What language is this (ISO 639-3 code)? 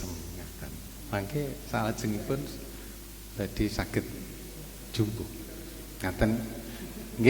jav